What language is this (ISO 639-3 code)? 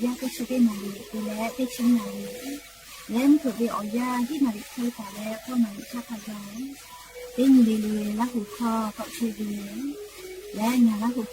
lhu